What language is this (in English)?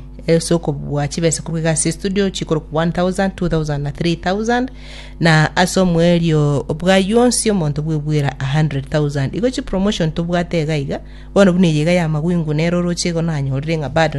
Gusii